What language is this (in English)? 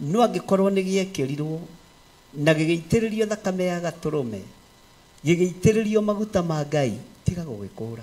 Kikuyu